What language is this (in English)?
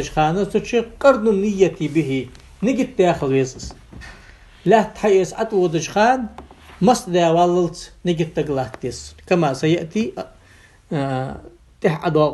Ingush